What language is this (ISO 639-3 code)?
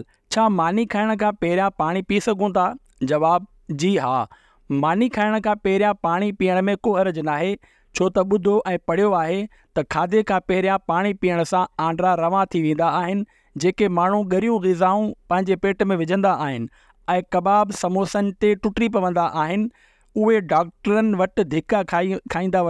snd